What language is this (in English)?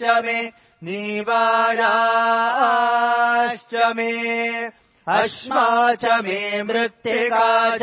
Sanskrit